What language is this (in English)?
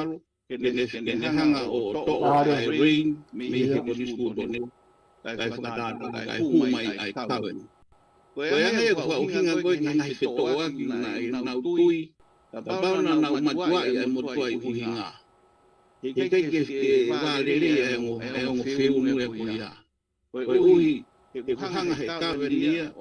Tongan